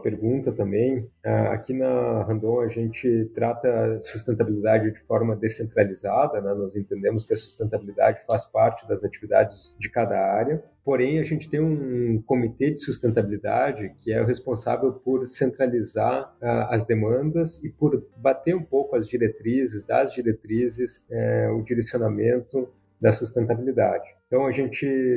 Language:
Portuguese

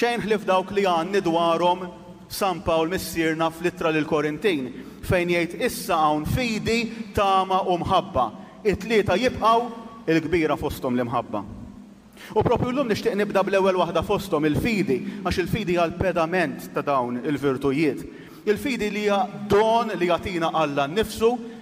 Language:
Maltese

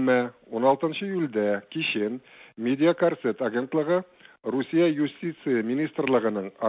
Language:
Tatar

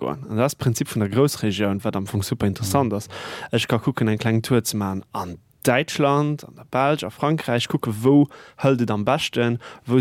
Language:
Luxembourgish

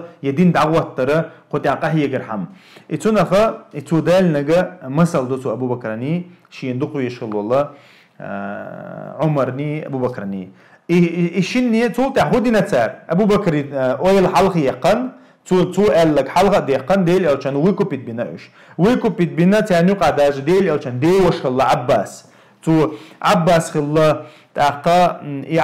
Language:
Chechen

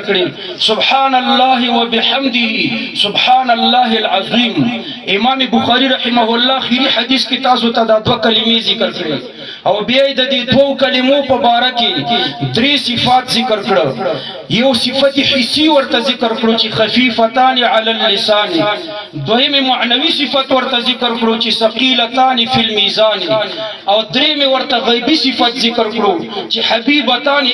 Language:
Pashto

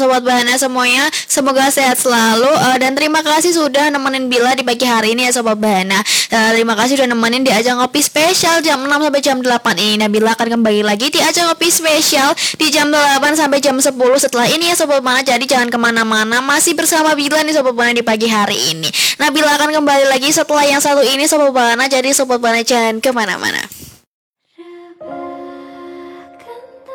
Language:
Indonesian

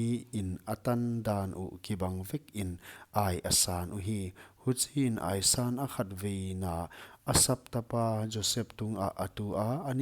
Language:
Paite Chin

